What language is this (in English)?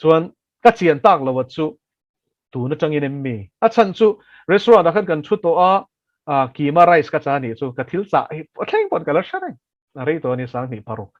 Mizo